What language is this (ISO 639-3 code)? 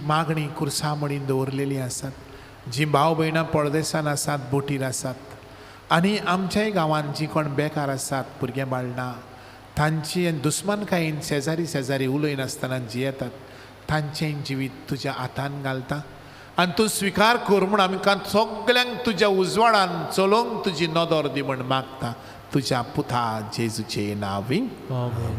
kok